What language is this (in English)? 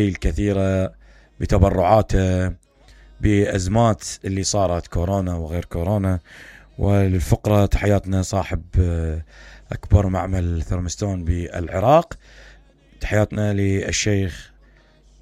Mesopotamian Arabic